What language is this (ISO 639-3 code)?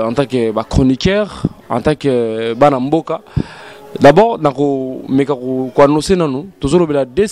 lin